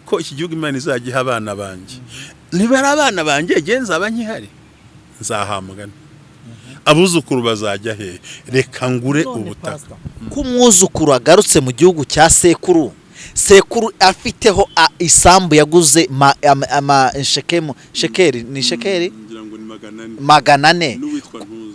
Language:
Kinyarwanda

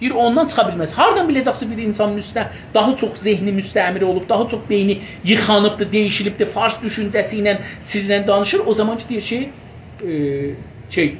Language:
South Azerbaijani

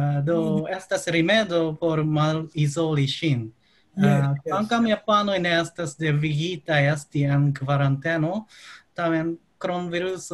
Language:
Esperanto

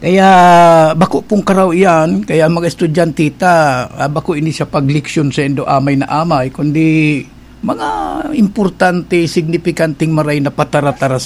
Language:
Bikol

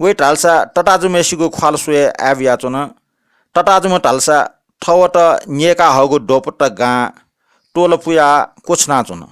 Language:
Newari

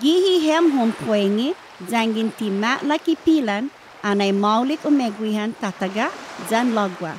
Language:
Chamorro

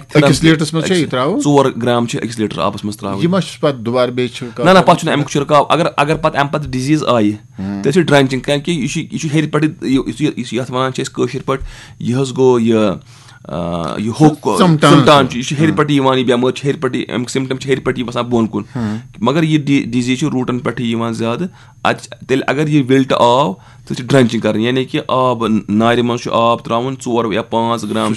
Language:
Kashmiri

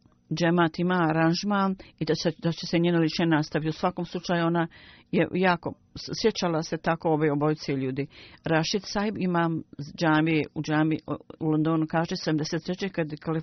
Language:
Bosnian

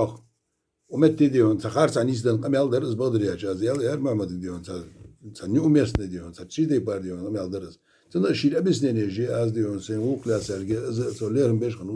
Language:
Ingush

